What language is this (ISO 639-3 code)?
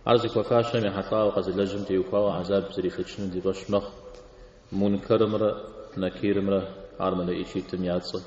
kbd